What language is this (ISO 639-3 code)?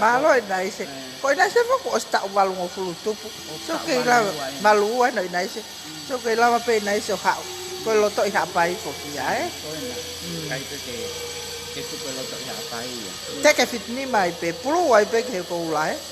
ton